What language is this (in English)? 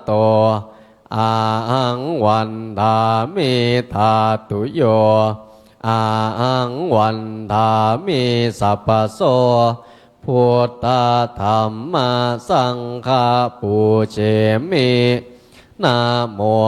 Pali